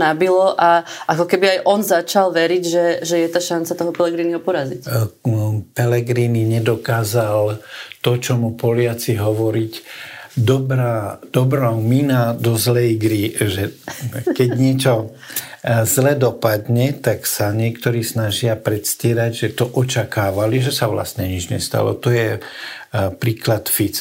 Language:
Slovak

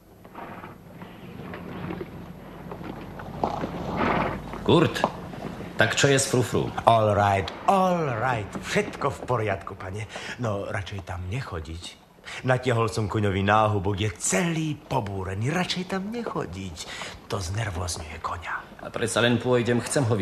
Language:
Slovak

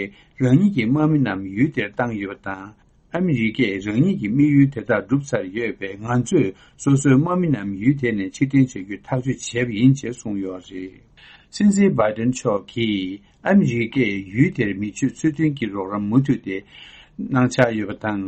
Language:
Tibetan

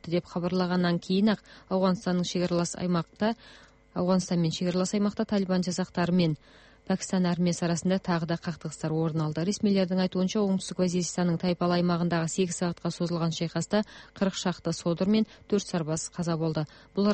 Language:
Kazakh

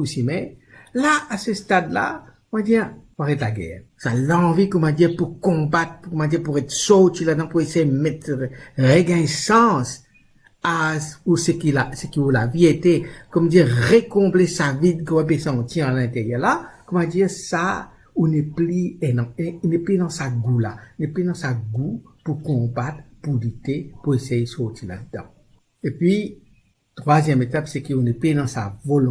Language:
Morisyen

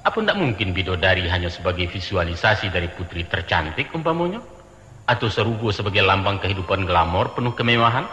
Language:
Minangkabau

